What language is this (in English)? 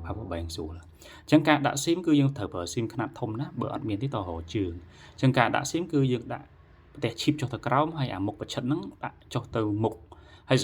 Khmer